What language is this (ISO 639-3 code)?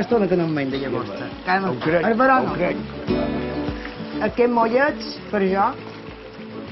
cat